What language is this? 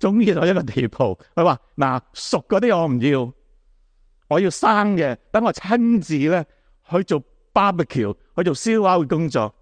Cantonese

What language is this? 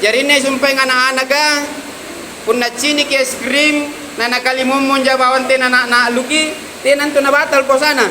Makasar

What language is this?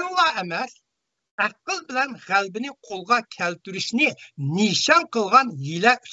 Uyghur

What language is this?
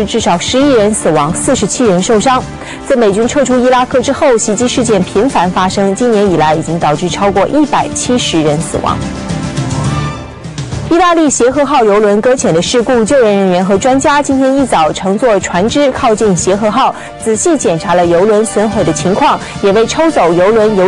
Chinese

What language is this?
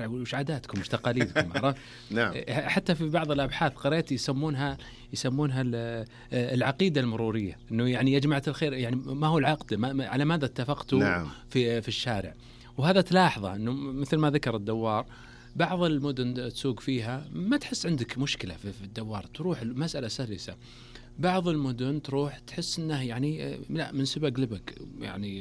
Najdi Arabic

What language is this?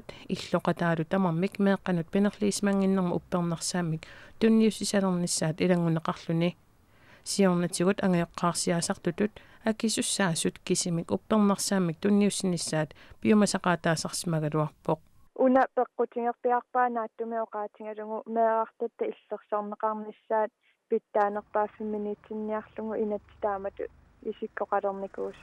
Kalaallisut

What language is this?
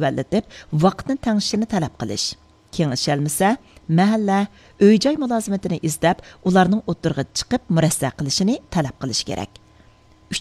Uyghur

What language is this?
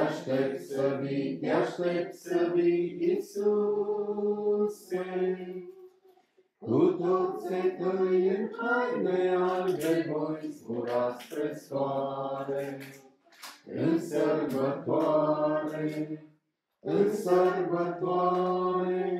Romanian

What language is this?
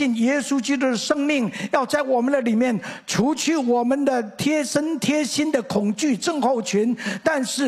Chinese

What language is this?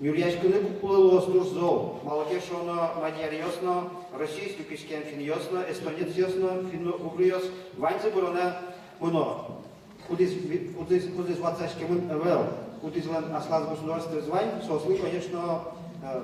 Udmurt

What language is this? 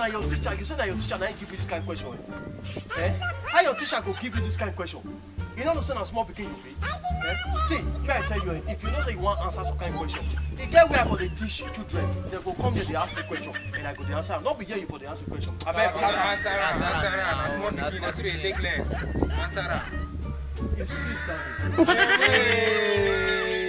Nigerian Pidgin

